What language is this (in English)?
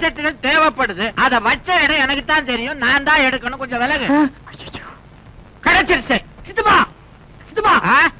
Tamil